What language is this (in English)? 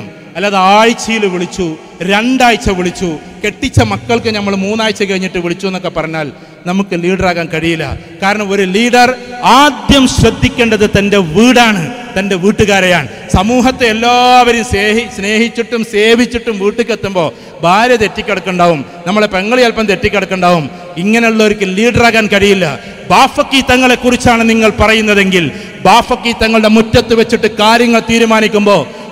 Malayalam